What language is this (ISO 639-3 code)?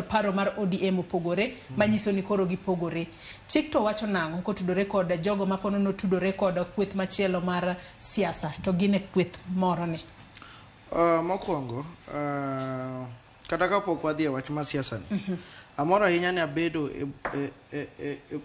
luo